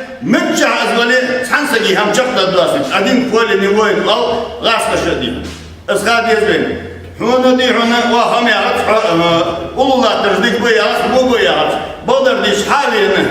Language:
Ingush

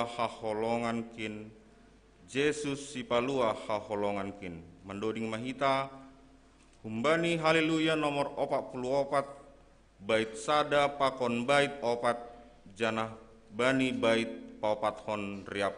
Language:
Batak Simalungun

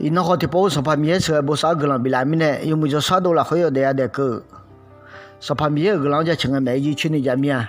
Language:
Akha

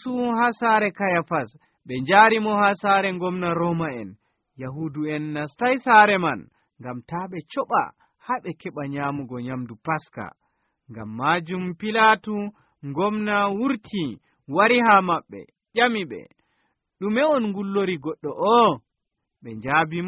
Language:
Nigerian Fulfulde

